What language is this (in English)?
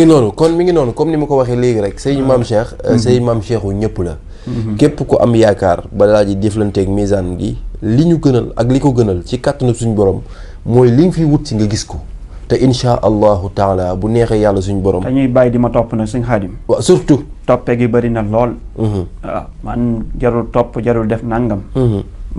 Wolof